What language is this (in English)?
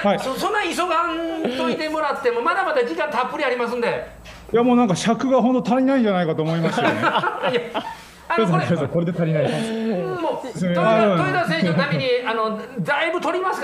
Japanese